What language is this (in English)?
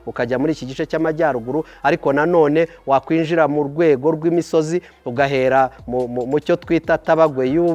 Kinyarwanda